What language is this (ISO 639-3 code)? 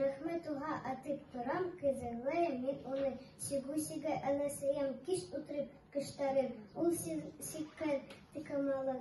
bak